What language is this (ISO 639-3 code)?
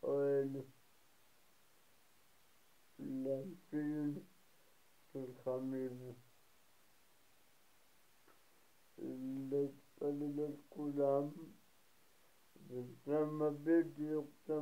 heb